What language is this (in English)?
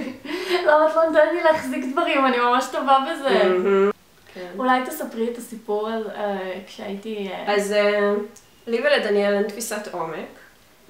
Hebrew